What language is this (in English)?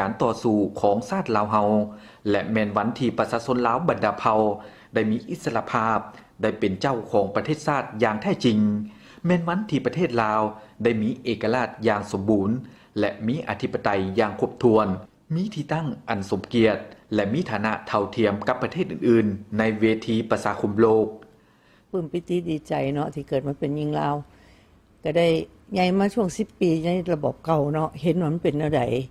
Lao